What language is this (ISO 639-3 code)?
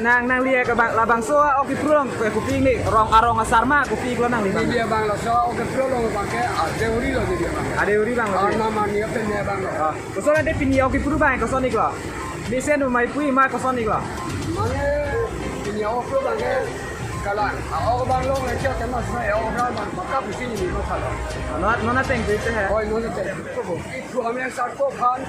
mjw